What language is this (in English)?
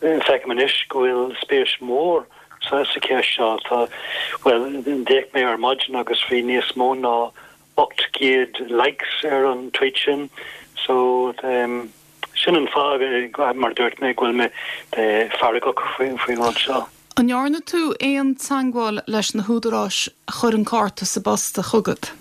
Irish